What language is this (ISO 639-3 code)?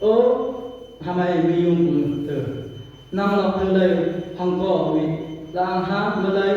nph